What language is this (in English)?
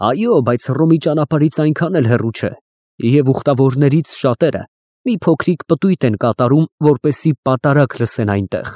Armenian